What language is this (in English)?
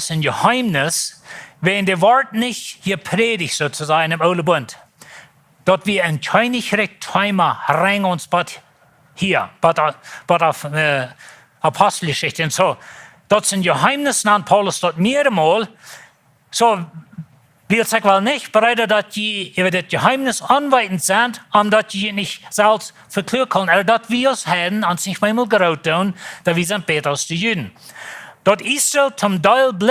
Plautdietsch